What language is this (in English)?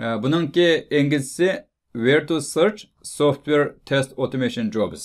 Uyghur